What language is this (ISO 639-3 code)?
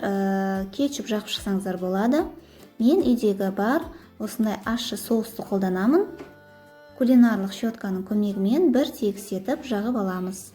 kaz